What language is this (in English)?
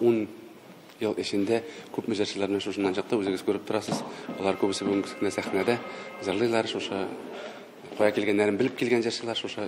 Tatar